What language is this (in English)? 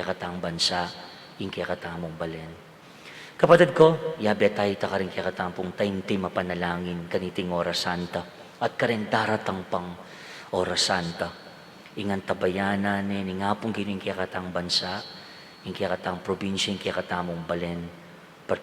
Pampanga